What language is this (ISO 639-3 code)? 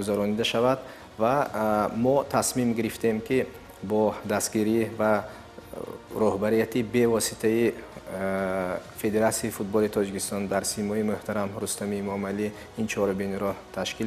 tgk